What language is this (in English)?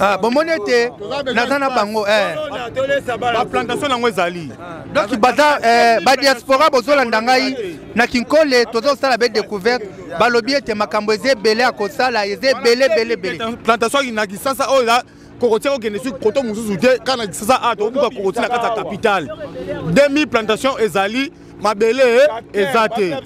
Lingala